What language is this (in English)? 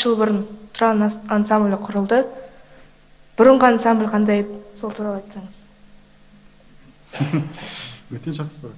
Kazakh